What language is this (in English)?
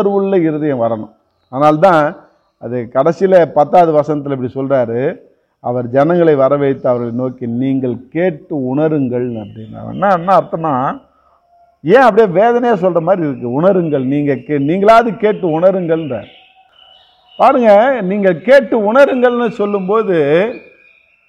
Tamil